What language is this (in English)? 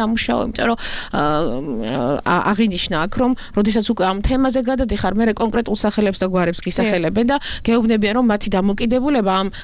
Georgian